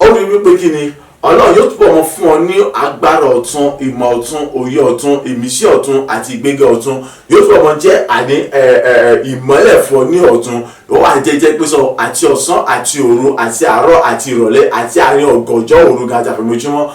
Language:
Yoruba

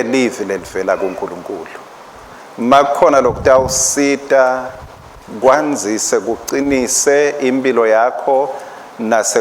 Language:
Swati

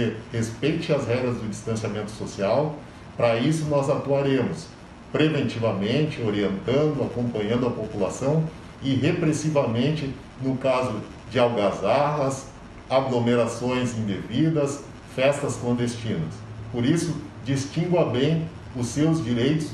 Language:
Portuguese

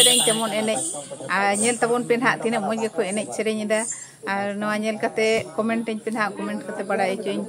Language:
Santali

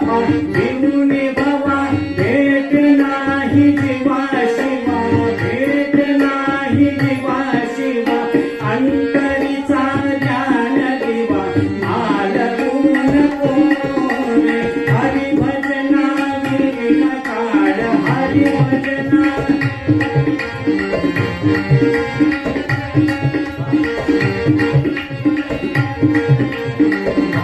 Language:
Marathi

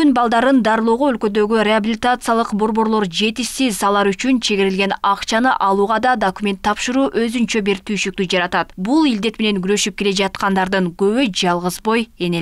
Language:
Kyrgyz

